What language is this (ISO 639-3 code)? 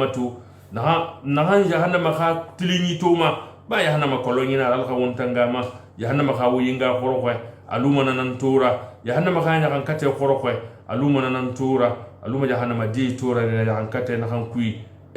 sus